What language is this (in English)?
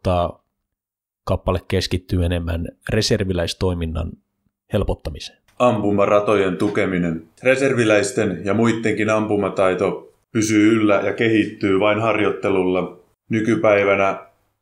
Finnish